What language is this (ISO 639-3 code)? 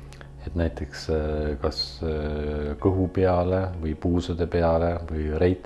est